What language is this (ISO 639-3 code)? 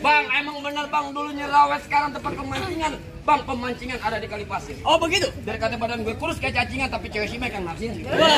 bew